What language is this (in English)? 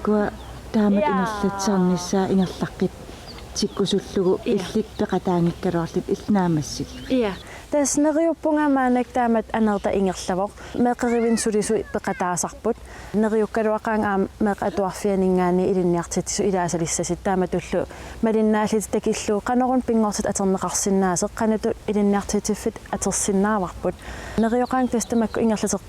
Kalaallisut